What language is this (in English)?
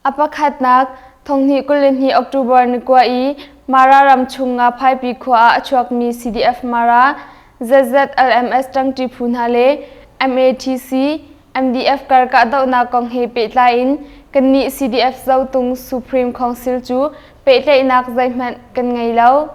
Hakha Chin